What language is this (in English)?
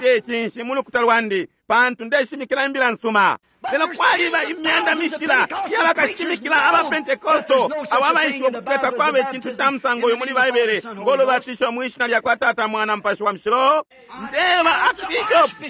Bemba